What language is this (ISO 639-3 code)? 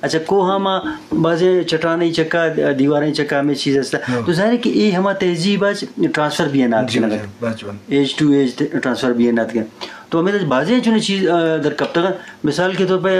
bgp